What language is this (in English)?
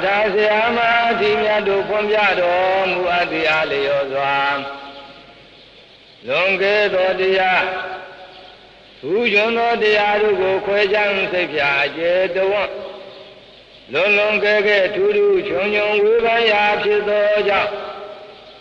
Burmese